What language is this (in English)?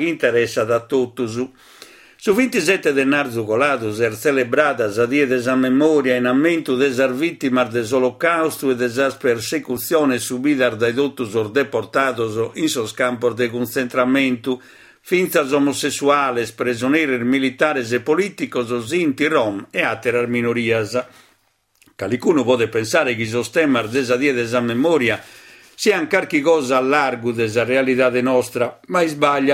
Sardinian